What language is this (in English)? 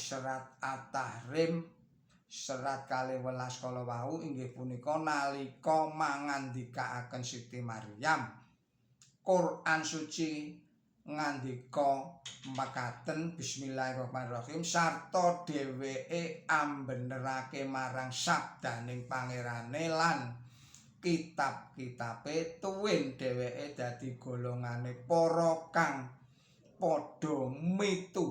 Javanese